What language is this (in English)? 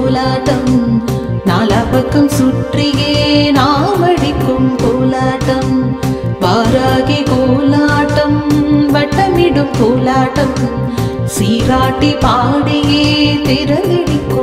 Tamil